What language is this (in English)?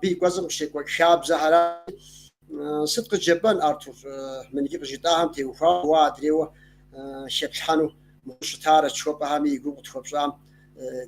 Kabardian